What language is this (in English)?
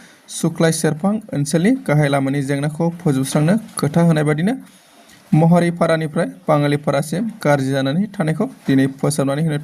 Bodo